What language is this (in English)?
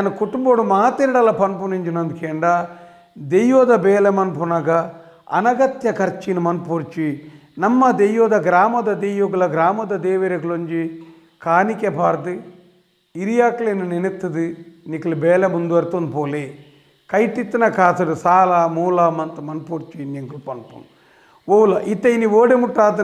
Tulu